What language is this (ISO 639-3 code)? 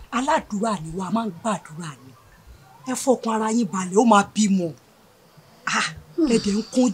yor